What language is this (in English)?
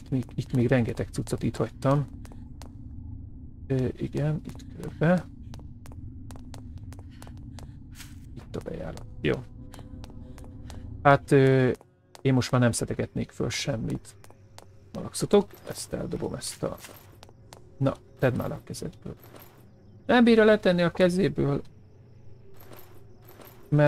Hungarian